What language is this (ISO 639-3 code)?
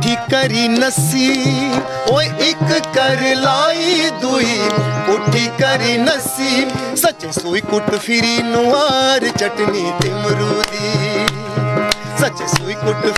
doi